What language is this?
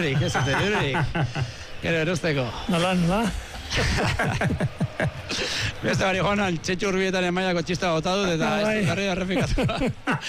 Basque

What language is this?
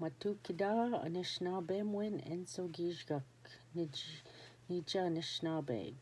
Ojibwa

